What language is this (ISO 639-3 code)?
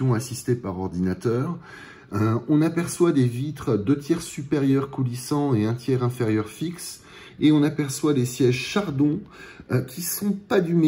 fra